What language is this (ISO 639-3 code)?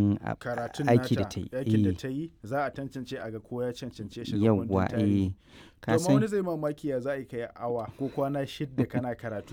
hau